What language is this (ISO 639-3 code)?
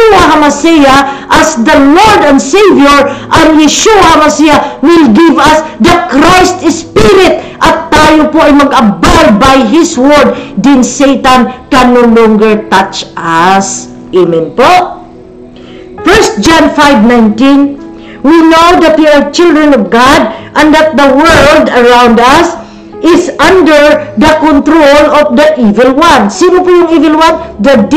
fil